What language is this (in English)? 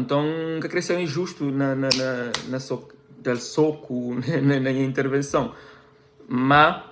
Kabuverdianu